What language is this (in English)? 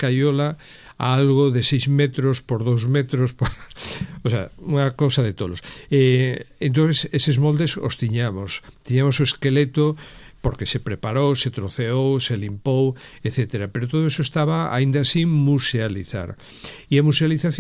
Galician